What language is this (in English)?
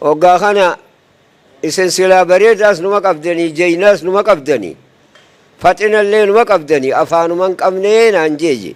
Oromo